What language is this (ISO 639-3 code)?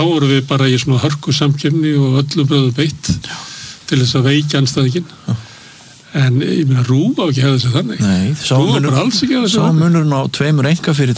isl